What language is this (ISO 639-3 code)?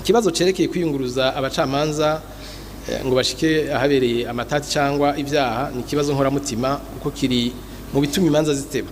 run